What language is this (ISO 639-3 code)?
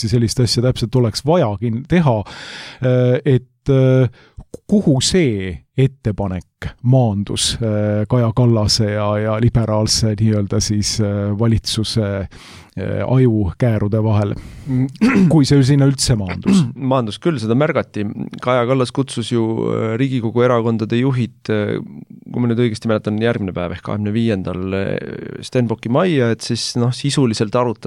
est